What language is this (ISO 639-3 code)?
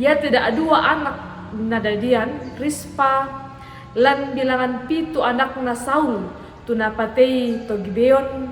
sda